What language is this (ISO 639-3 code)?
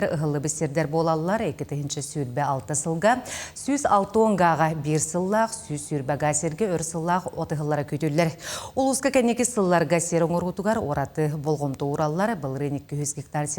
sah